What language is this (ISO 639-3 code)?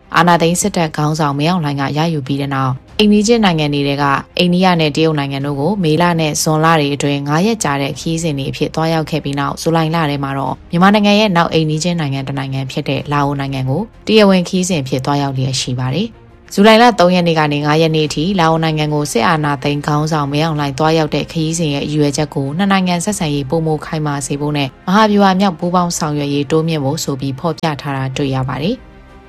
mya